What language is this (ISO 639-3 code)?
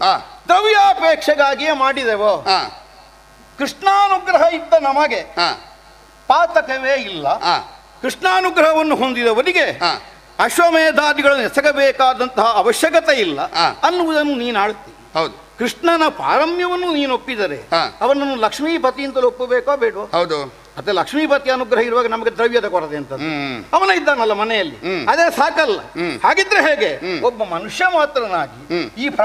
kan